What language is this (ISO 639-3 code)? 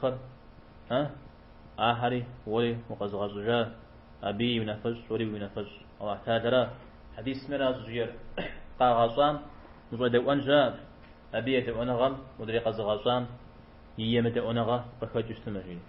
kbd